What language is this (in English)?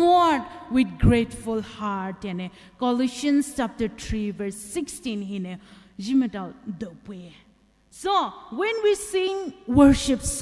Poumei Naga